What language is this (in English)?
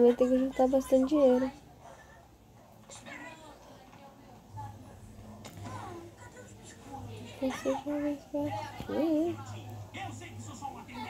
Portuguese